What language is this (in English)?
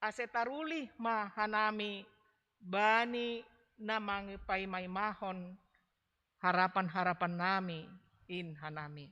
Batak Simalungun